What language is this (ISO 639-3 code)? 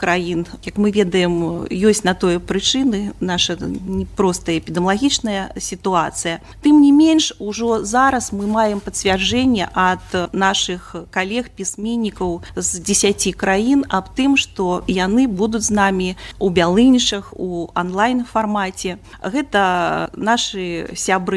bel